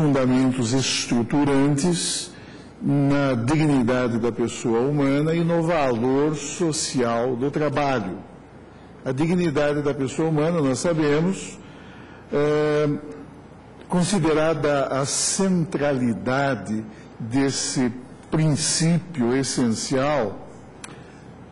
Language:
Portuguese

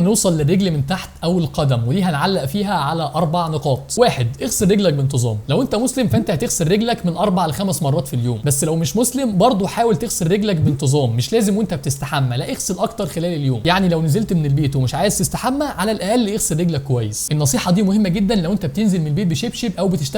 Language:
Egyptian Arabic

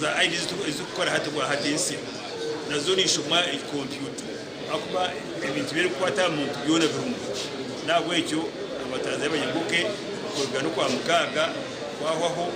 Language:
Nyankole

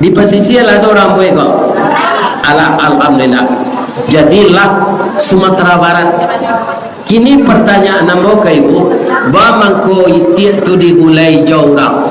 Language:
Minangkabau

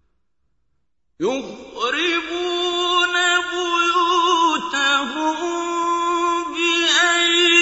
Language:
Arabic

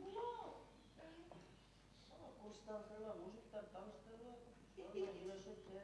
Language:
Bashkir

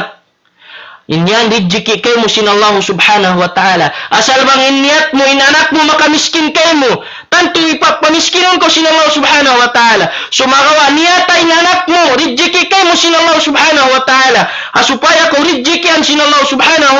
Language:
Tausug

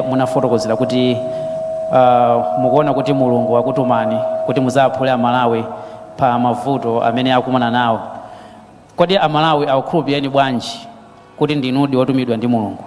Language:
Nyanja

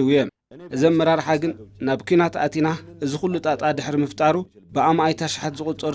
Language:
Tigrinya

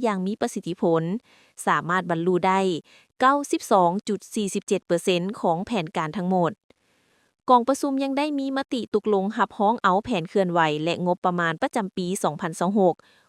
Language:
Lao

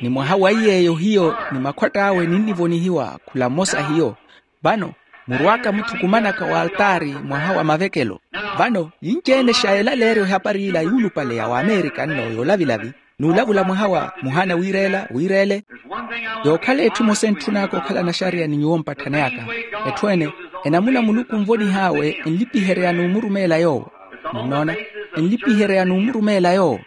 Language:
Makhuwa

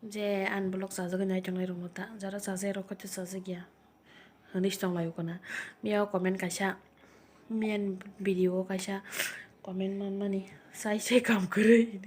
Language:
Kok Borok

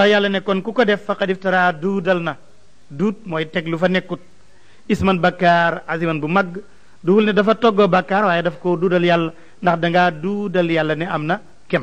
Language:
Wolof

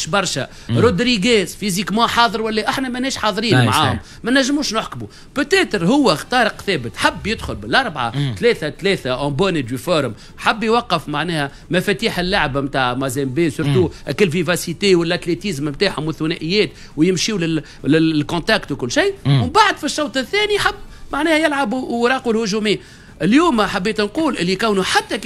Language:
Tunisian Arabic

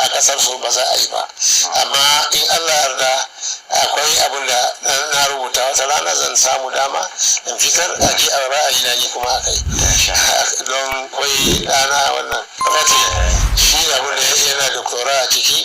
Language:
Hausa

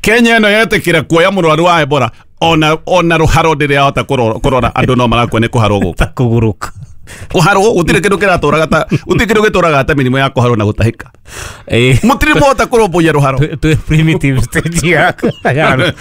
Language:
Kikuyu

